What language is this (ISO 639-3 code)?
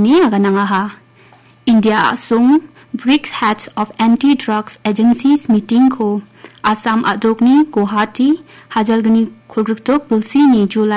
grt